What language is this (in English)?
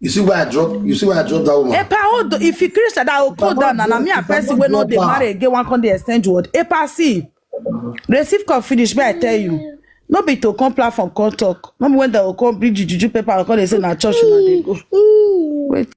Nigerian Pidgin